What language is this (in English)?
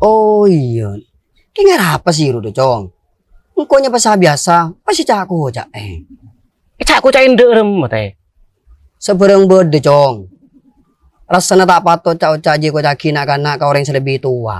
Madurese